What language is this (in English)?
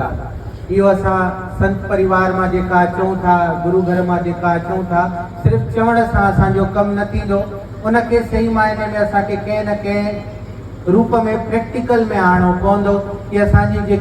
Sindhi